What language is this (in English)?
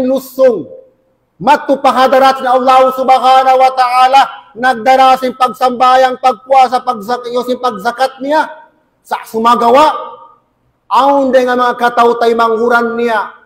Tausug